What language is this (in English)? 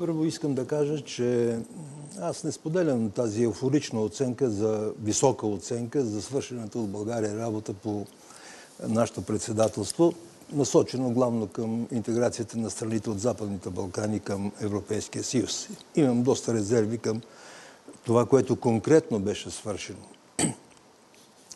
Bulgarian